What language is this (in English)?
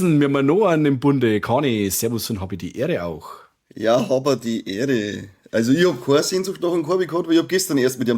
Bavarian